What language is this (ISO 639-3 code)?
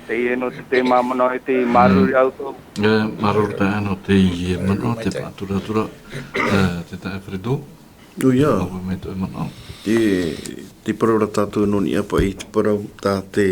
tah